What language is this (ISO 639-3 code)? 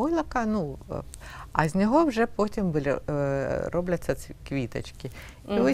ukr